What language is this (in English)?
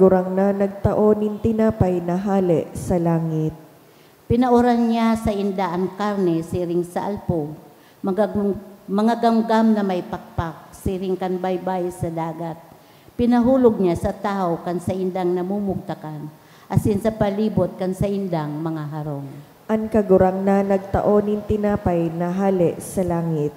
Bikol